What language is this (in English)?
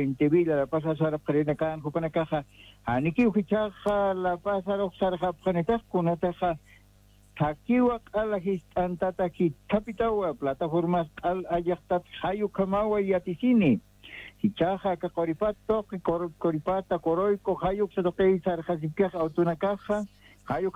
Aymara